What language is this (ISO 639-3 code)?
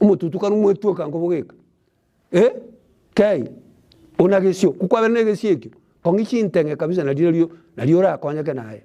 guz